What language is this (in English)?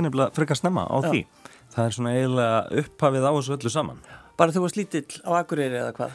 Icelandic